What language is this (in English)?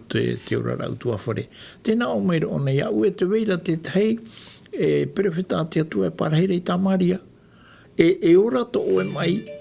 Tahitian